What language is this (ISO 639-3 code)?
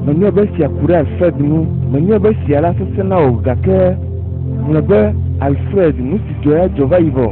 ewe